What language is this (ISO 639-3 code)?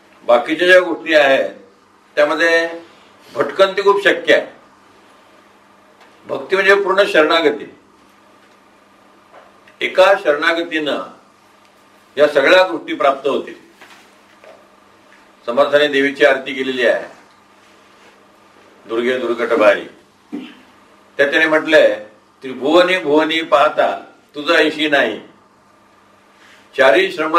mar